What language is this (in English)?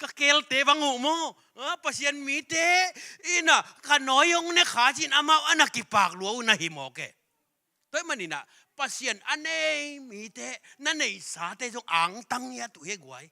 Tedim Chin